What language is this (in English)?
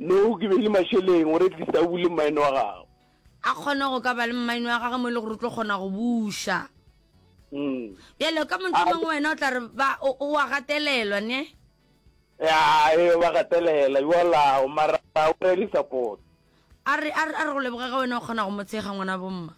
Northern Sotho